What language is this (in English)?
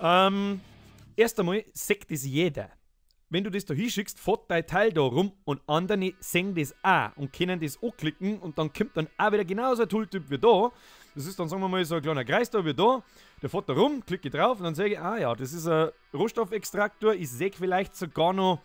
Bavarian